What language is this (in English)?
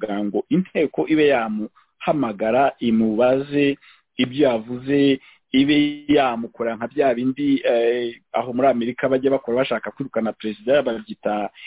Kinyarwanda